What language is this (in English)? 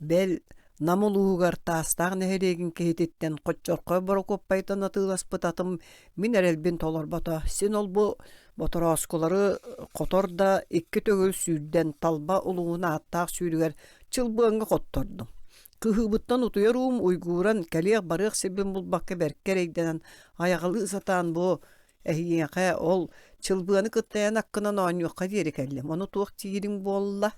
Yakut